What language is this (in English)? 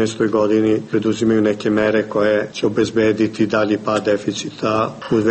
Serbian